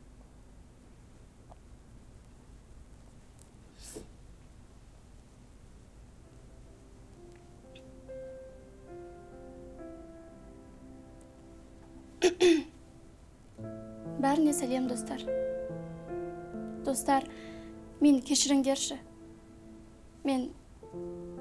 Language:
Kazakh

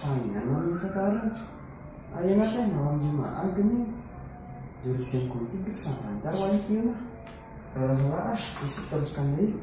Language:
Sundanese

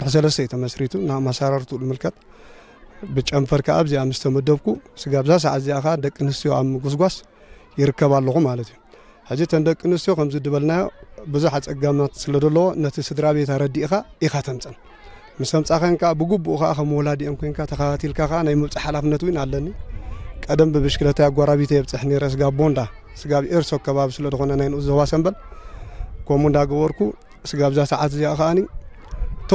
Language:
Tigrinya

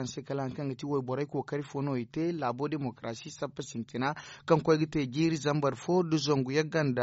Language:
Zarma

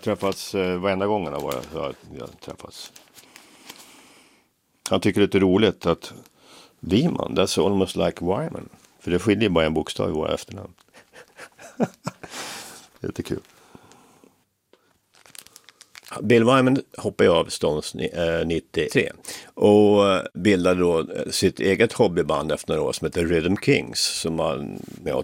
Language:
Swedish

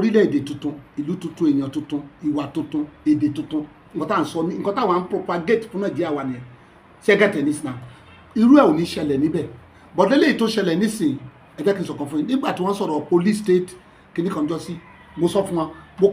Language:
Yoruba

